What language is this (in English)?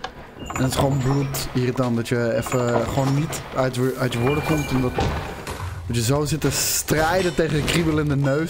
Dutch